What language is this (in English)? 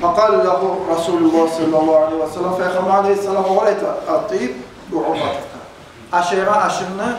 Kumyk